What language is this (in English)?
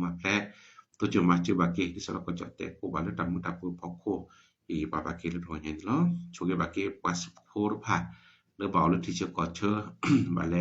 S'gaw Karen